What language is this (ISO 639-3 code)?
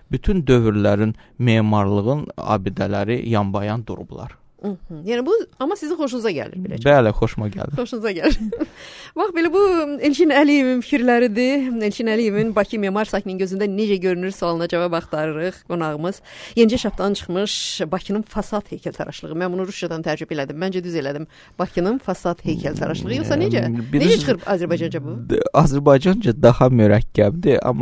aze